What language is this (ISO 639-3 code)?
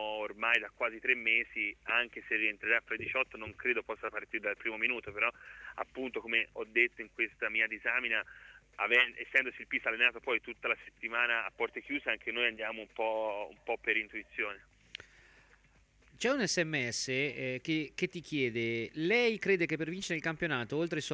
ita